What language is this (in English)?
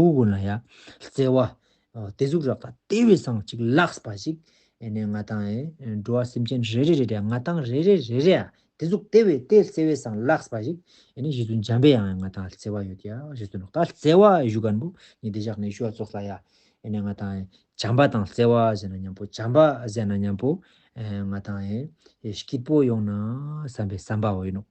Tibetan